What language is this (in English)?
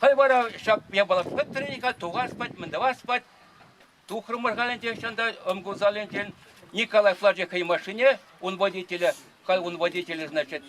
Chuvash